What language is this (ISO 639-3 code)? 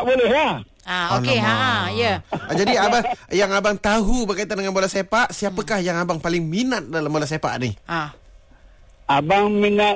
msa